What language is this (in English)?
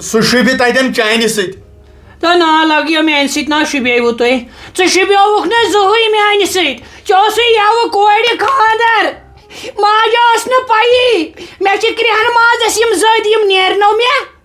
Kashmiri